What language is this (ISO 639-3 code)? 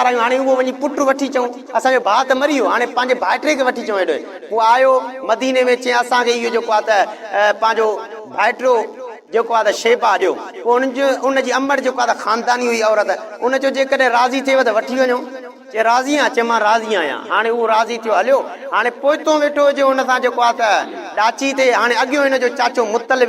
snd